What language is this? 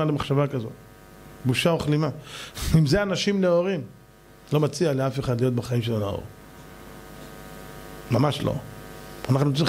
Hebrew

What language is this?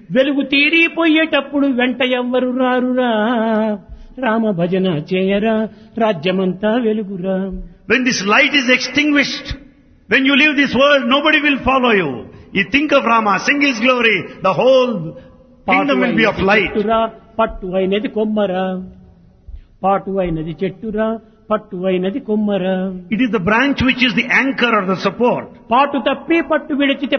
Telugu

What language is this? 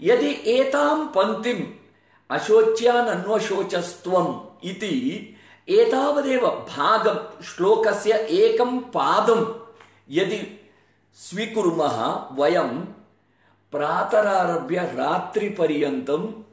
Sanskrit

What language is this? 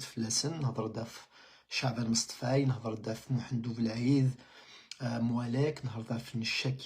Kabyle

